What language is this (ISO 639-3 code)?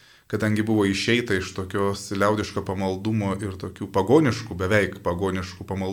lit